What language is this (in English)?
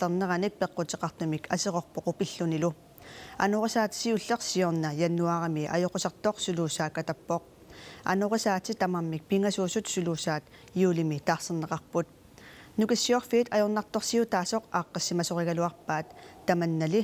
Kalaallisut